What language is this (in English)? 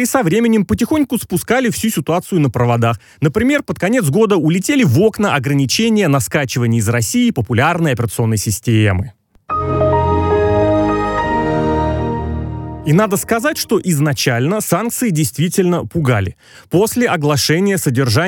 Russian